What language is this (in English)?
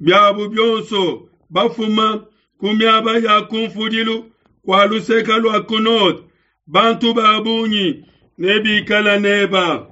Luba-Lulua